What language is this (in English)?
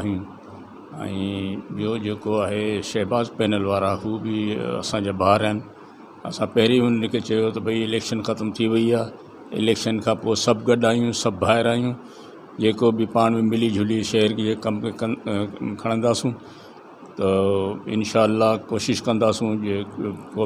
Sindhi